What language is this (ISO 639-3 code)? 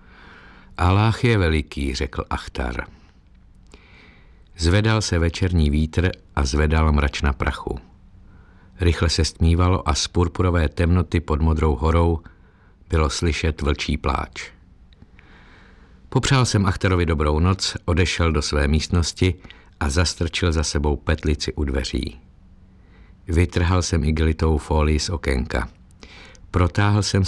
ces